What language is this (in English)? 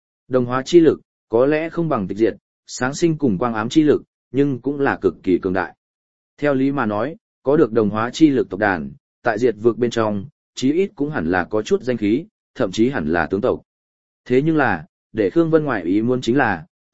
Vietnamese